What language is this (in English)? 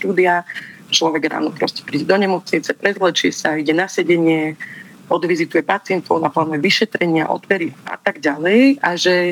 Slovak